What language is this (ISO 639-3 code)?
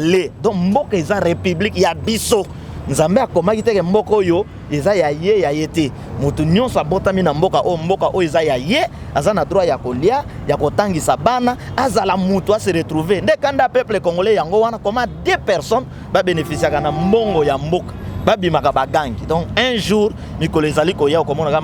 lin